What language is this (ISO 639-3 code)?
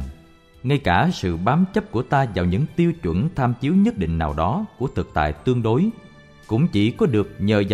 vie